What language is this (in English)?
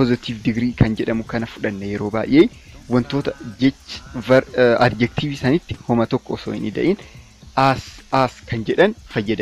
Oromo